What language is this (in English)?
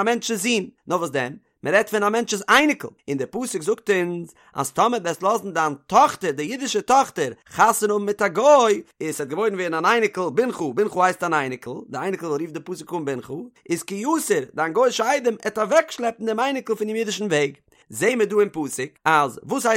Yiddish